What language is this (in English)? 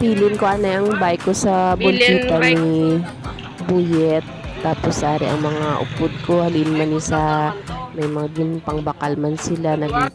Hiligaynon